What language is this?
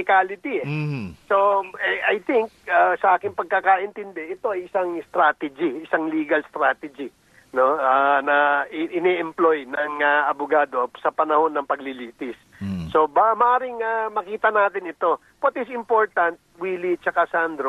Filipino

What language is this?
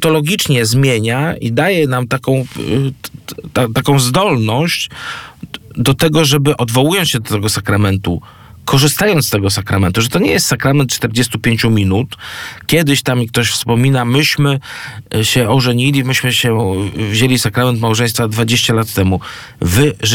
Polish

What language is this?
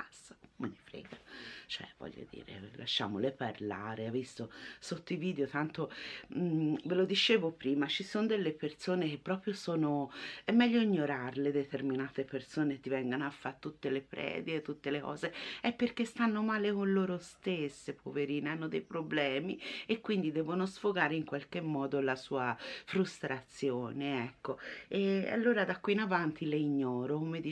Italian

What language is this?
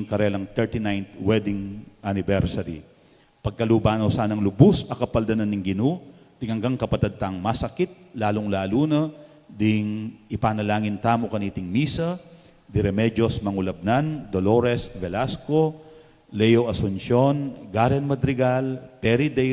Pampanga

